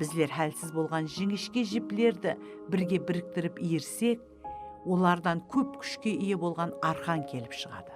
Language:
Kara-Kalpak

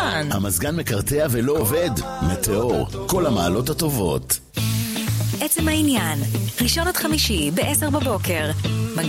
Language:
Hebrew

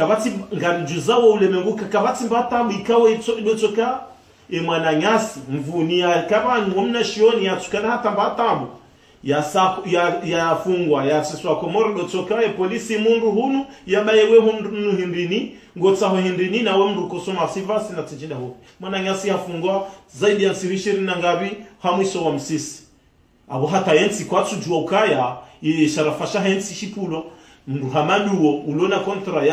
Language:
Ngazidja Comorian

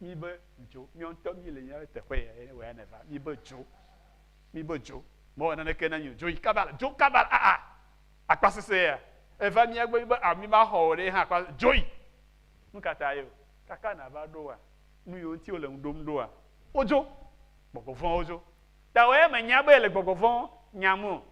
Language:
Ewe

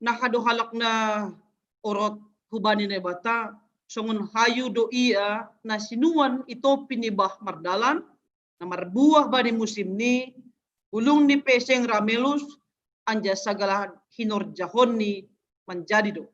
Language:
Batak Simalungun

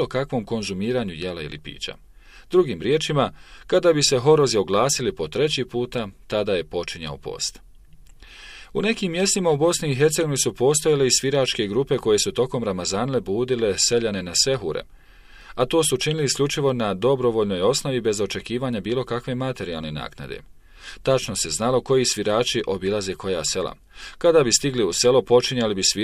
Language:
Bosnian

